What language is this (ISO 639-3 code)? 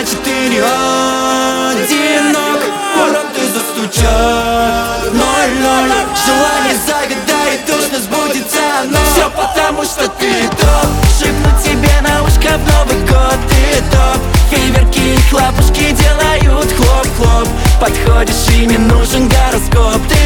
rus